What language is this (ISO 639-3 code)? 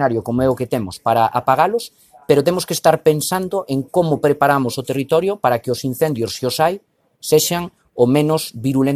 glg